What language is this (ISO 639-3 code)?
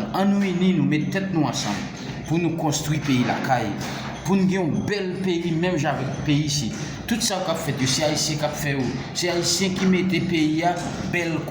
hat